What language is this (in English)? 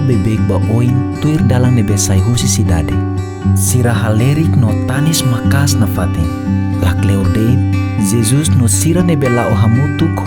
Tetum